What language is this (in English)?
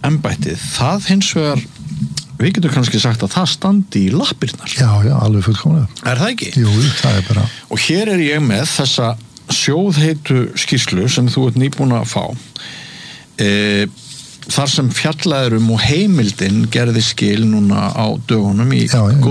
Icelandic